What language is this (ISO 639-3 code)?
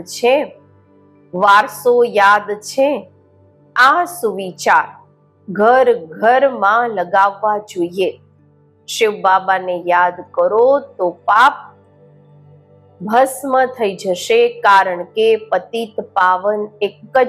guj